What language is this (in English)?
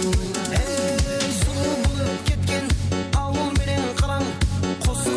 Kara-Kalpak